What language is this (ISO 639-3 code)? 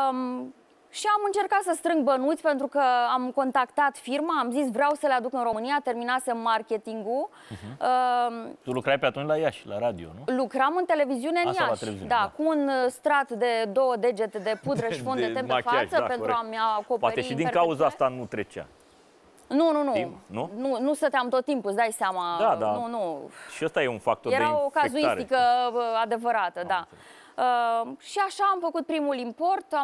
ron